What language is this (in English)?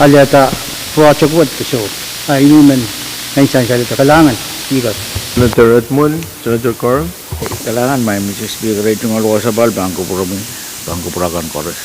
Pohnpeian